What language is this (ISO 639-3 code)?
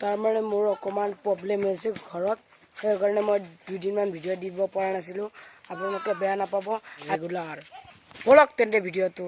asm